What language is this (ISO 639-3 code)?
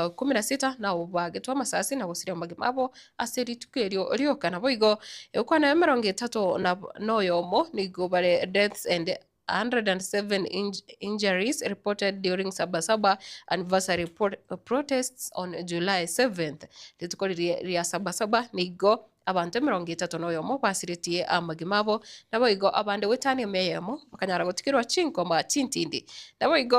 guz